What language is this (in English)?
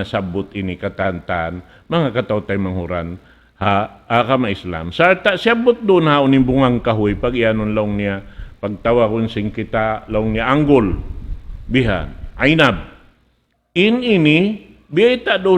Tausug